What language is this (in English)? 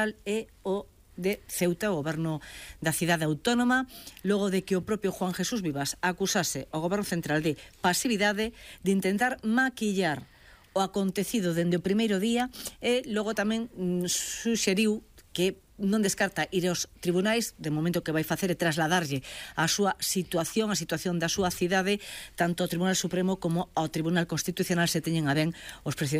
Galician